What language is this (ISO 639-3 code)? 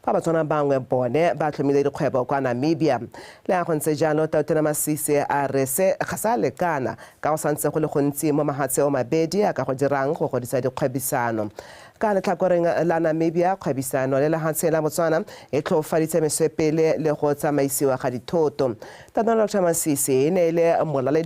tsn